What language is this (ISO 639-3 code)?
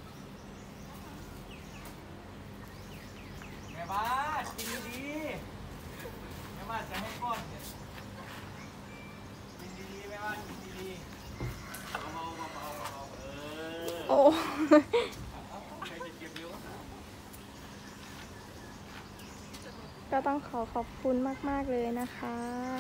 tha